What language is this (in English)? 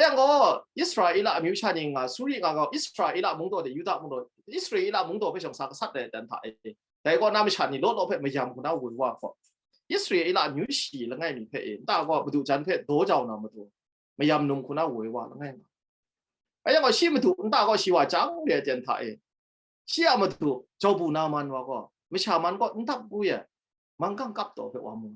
Kachin